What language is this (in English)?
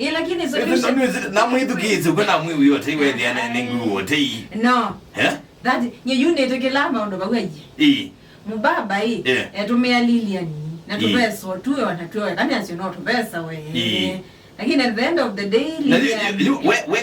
Kamba